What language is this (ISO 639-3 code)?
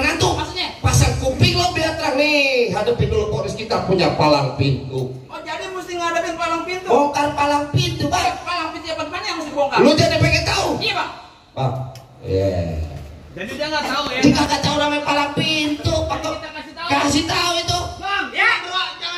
bew